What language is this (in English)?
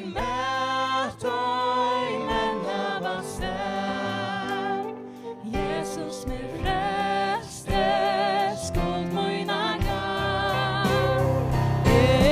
Faroese